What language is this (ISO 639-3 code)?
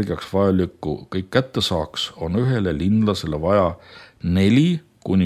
est